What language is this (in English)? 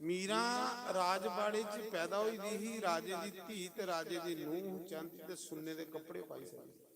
Dogri